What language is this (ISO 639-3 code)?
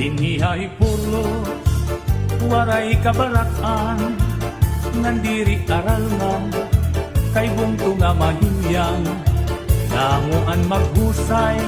war